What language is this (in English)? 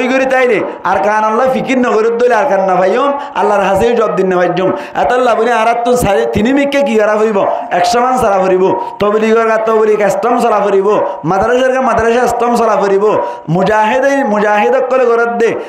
Rohingya